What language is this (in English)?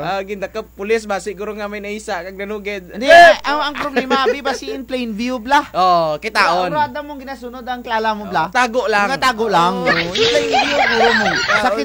Kinaray-a